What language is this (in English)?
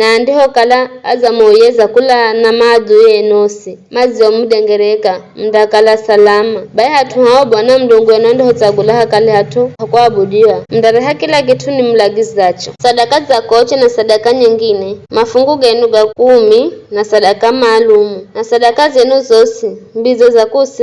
Giryama